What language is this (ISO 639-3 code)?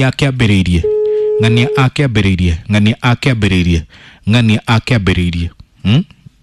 kik